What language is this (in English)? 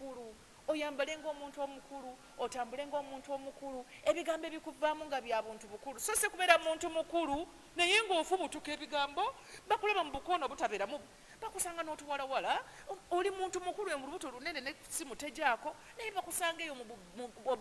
Ganda